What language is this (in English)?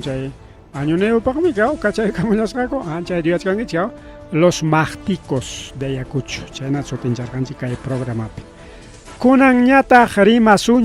Ayacucho Quechua